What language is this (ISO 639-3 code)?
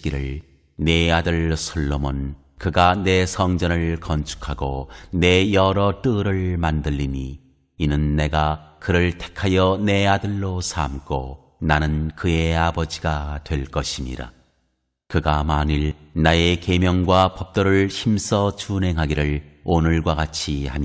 kor